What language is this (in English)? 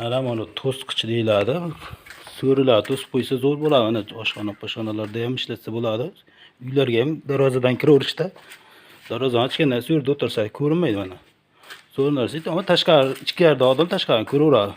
Uzbek